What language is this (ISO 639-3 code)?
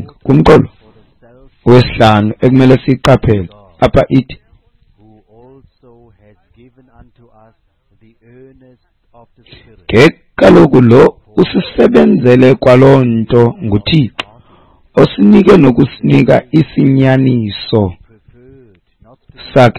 xho